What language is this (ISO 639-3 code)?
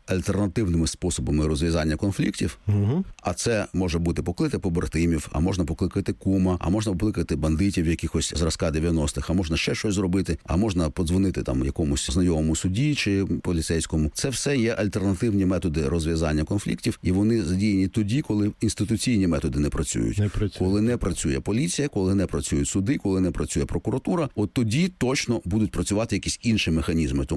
ukr